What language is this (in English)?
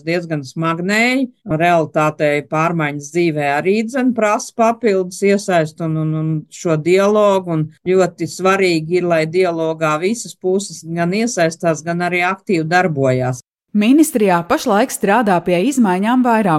Latvian